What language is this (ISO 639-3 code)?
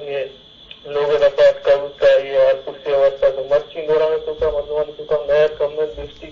bgp